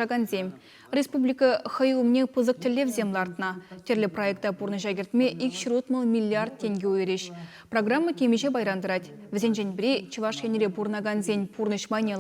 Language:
Chuvash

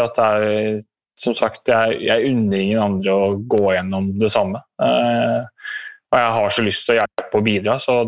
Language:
Norwegian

